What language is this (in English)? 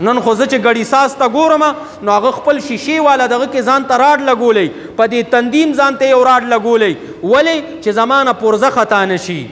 Pashto